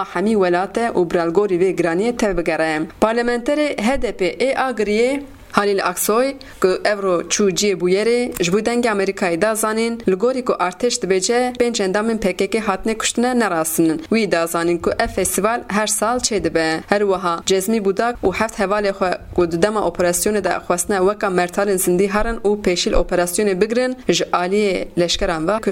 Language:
Kurdish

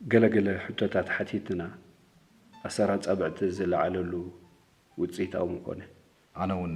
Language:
Tigrinya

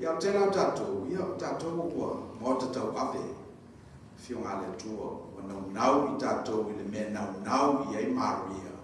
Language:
Samoan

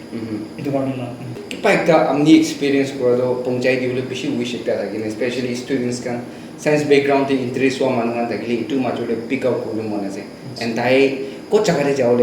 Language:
Naga Pidgin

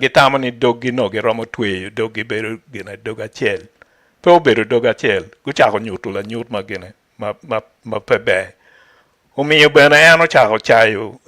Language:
Acoli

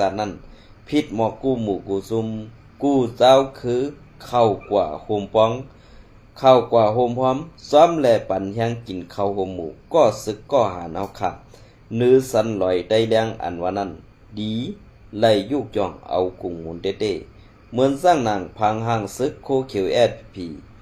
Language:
Shan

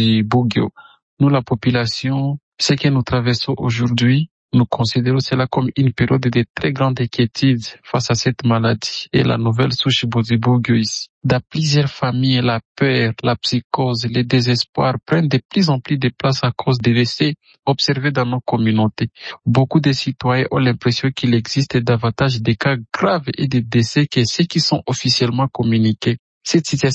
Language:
French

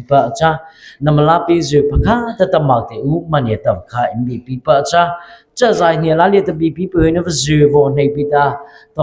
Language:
Mara Chin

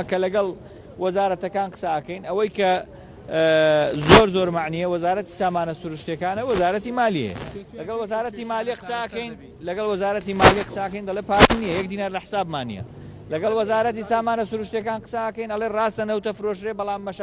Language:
Central Kurdish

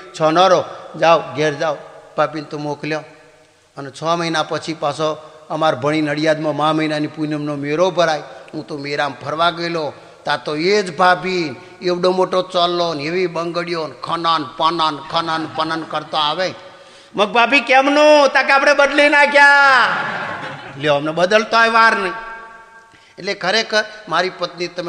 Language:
Gujarati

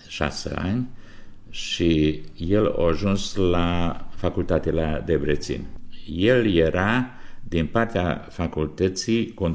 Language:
Romanian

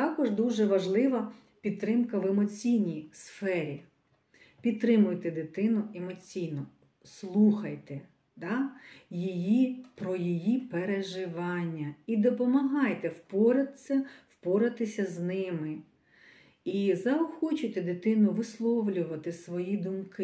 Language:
Ukrainian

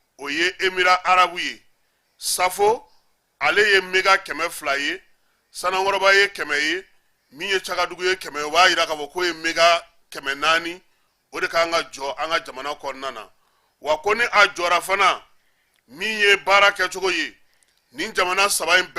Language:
Bambara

